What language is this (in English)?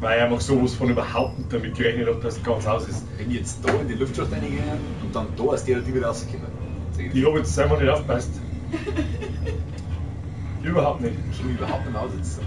Bavarian